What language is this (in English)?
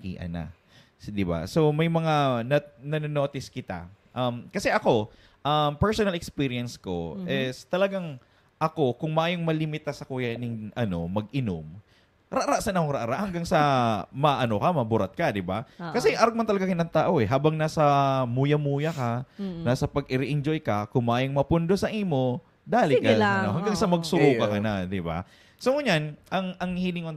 Bikol